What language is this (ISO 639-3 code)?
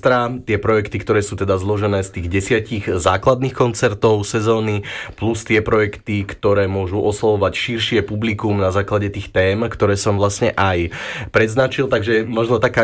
slk